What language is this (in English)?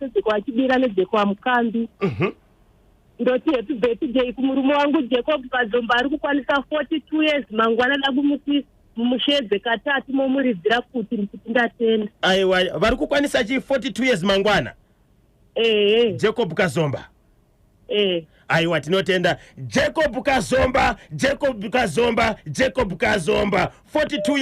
Shona